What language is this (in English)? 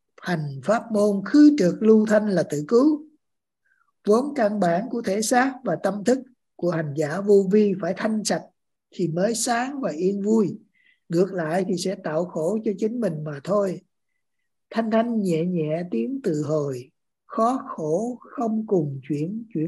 Vietnamese